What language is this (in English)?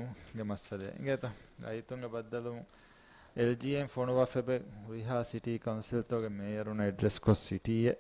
Divehi